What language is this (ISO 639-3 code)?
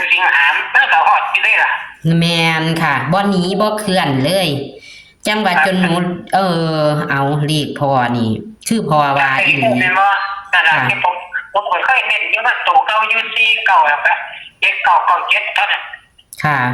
tts